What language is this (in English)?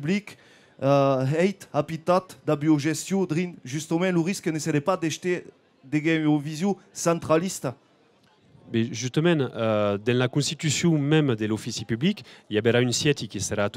Occitan